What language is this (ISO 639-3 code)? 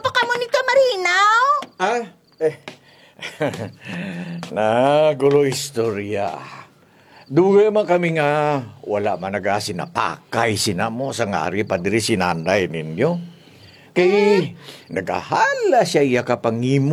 krj